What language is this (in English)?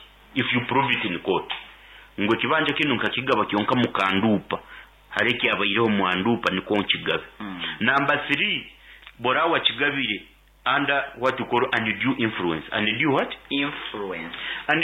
Nyoro